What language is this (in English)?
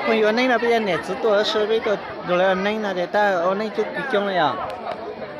Hmong